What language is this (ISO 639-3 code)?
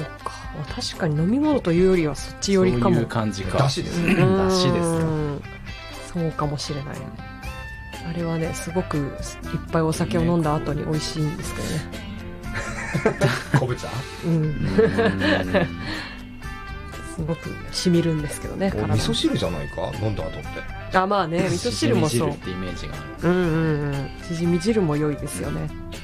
jpn